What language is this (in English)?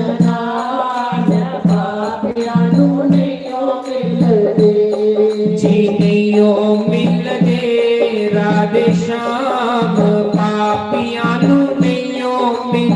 Dogri